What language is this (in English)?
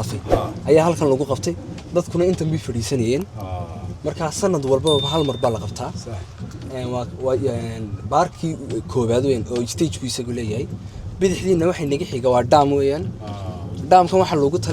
Somali